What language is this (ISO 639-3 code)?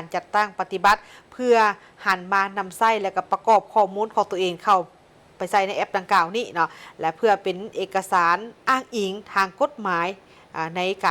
lao